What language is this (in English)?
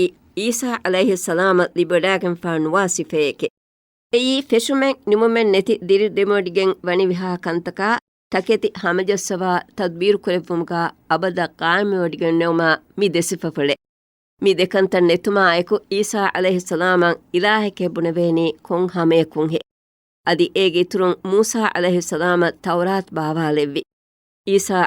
Divehi